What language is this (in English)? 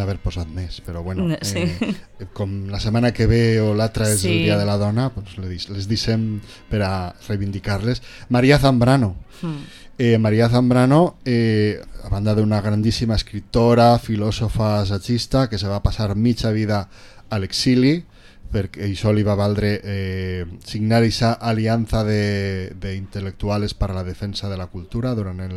Catalan